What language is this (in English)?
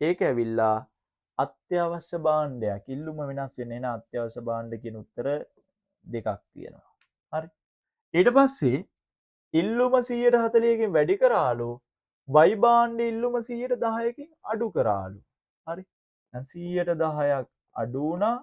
Sinhala